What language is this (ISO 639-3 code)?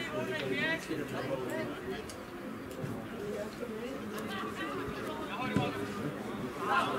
ces